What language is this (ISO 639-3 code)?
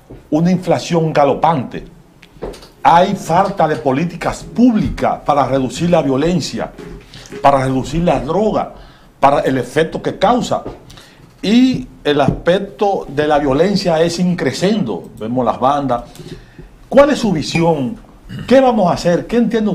spa